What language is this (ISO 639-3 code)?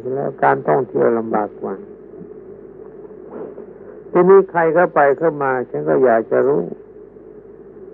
tha